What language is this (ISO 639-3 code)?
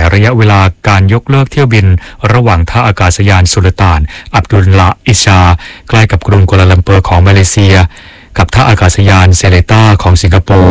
tha